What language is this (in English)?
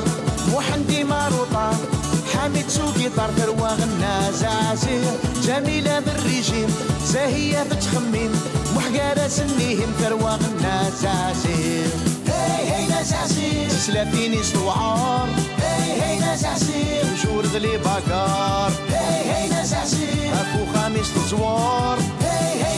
Kabyle